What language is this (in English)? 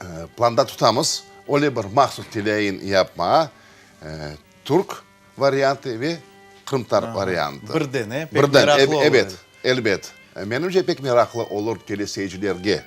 Crimean Tatar